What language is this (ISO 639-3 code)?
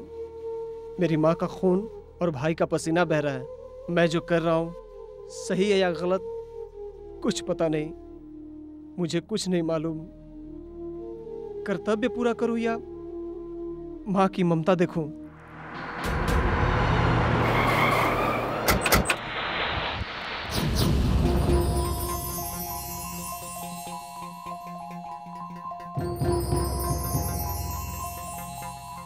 hin